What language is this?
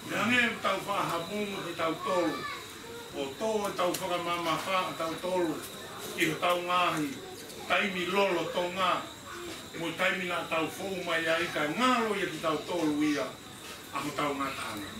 Tongan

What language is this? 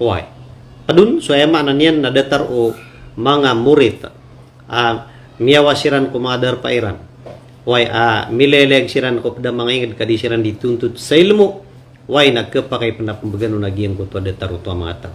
Maranao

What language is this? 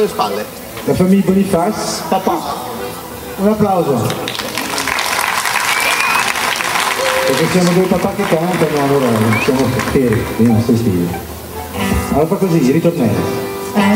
Italian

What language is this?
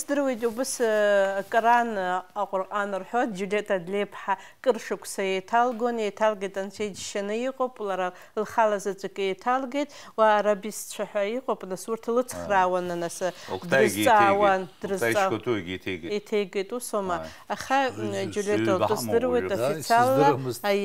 Abkhazian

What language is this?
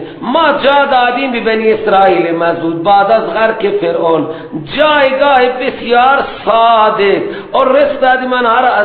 Persian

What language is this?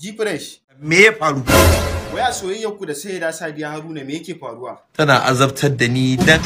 Hausa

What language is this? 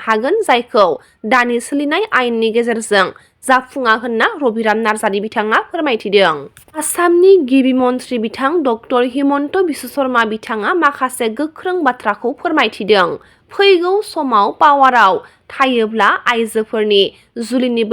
Bodo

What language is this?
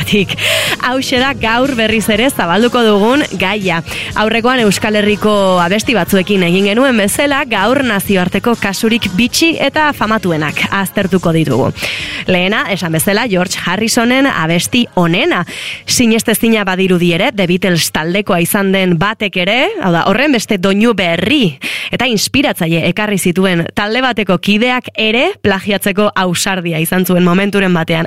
Basque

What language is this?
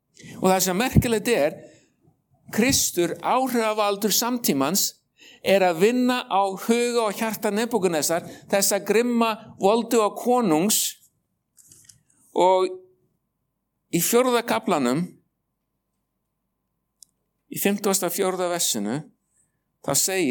Icelandic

